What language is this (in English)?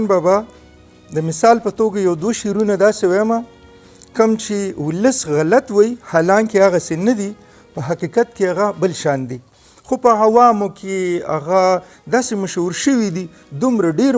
Pashto